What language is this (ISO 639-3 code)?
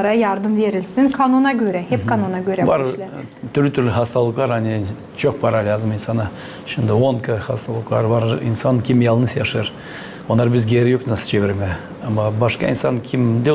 gag